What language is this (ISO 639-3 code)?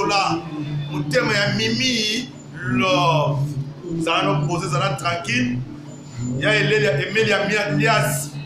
lin